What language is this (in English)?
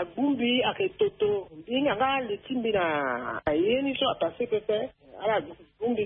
Sango